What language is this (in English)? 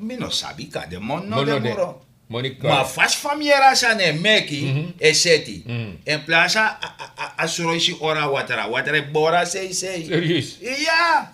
Sranan Tongo